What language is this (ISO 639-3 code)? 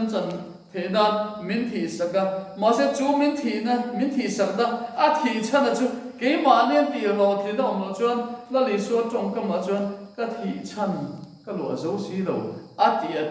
lus